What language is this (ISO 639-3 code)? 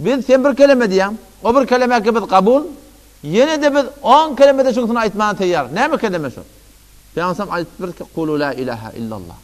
tuk